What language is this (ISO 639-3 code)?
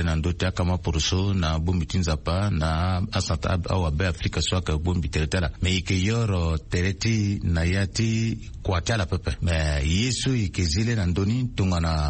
sag